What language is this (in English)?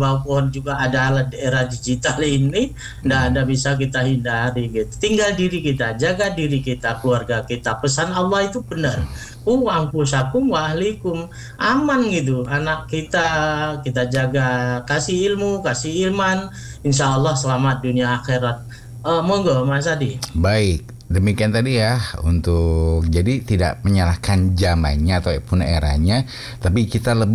Indonesian